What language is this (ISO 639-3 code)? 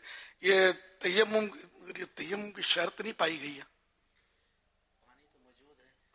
urd